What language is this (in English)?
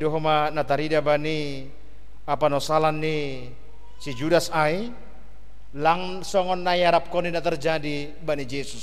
Batak Simalungun